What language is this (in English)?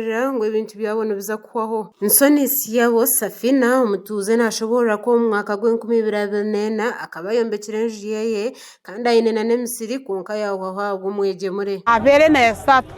Nyankole